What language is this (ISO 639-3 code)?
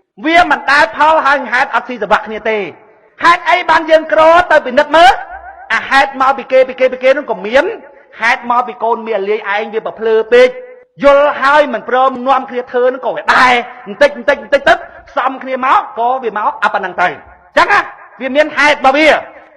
khm